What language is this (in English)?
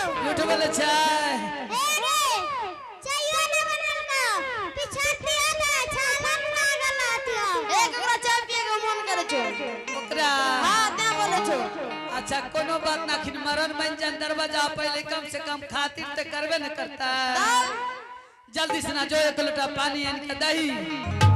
Angika